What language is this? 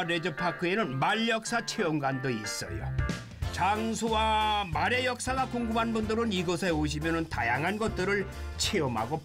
Korean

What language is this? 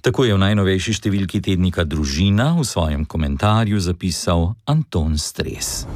Slovenian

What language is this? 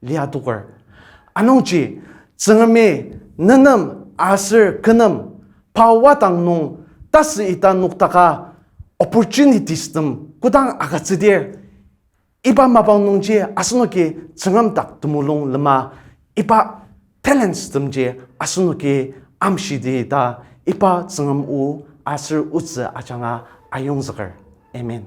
Ao Naga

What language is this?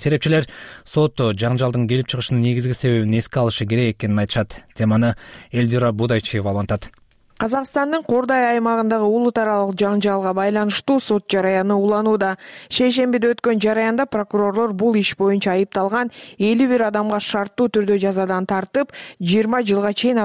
Kyrgyz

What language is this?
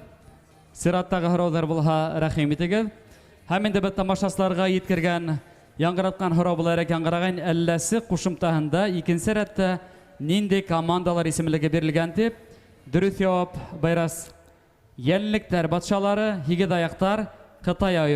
Bashkir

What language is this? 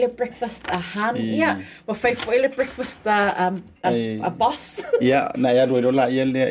Samoan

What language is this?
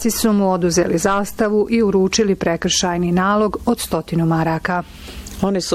Bosnian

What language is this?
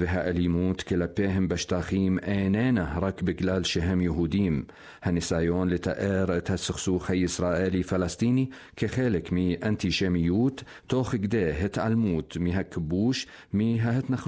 Hebrew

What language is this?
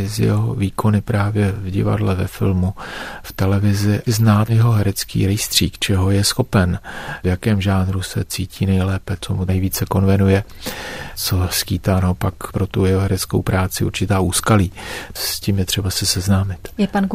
Czech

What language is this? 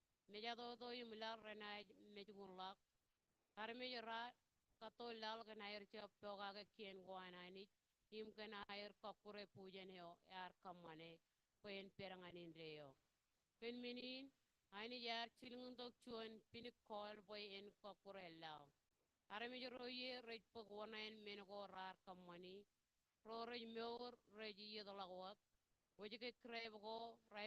Marshallese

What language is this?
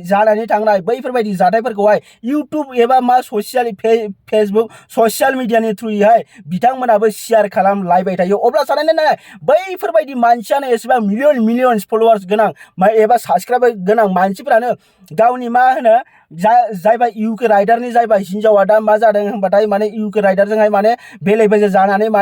Bodo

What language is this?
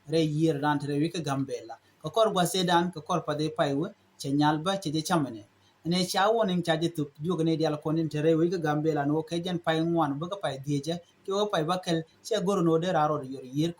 Nuer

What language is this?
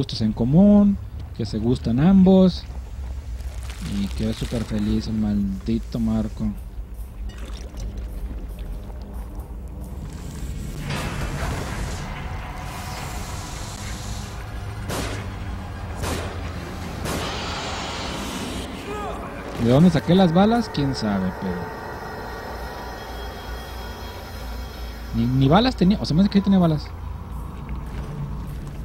Spanish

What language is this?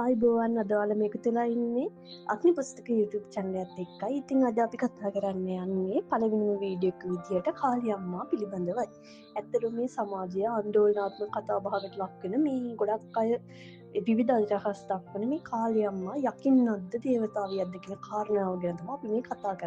Sinhala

